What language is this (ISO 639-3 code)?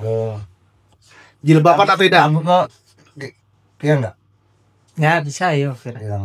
mui